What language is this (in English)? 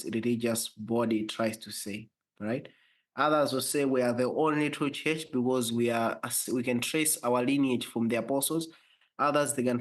English